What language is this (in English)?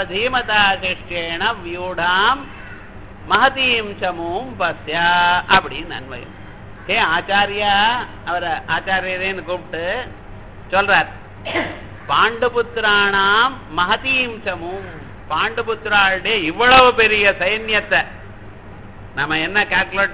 Tamil